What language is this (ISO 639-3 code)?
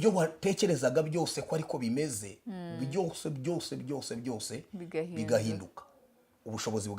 kin